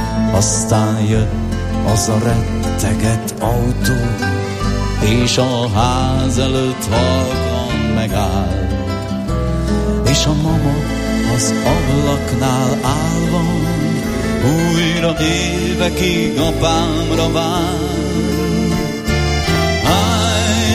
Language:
Hungarian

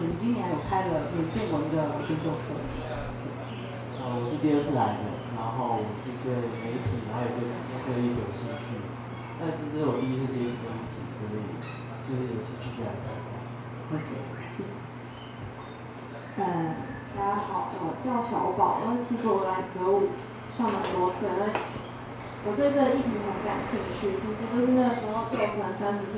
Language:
Chinese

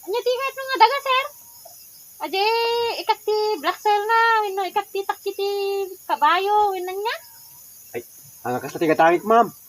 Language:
Iloko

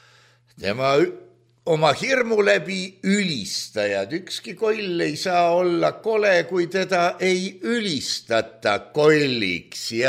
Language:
Estonian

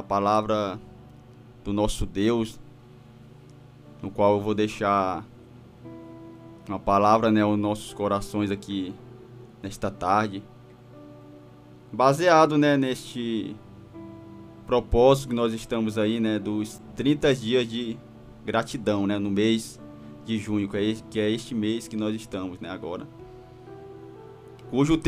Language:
Portuguese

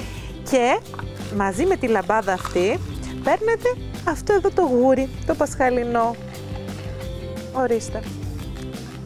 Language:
Greek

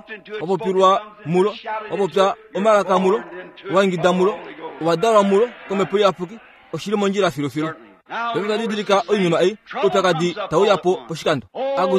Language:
Kuanyama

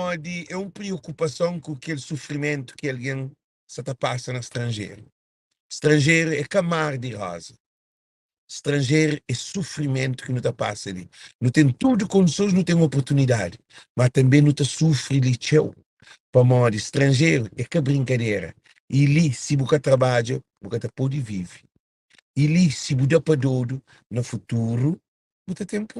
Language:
Kabuverdianu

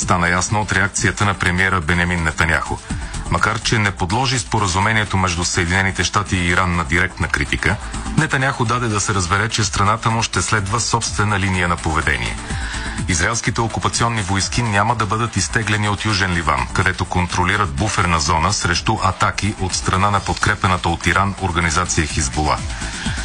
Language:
Bulgarian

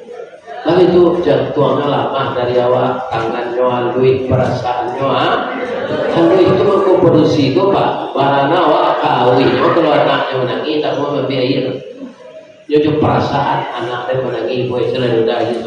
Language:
Minangkabau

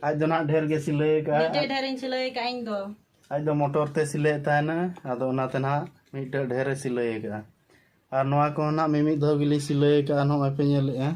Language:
Santali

